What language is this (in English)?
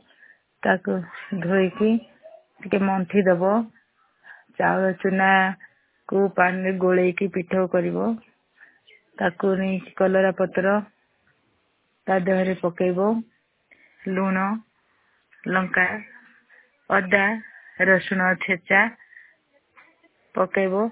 Odia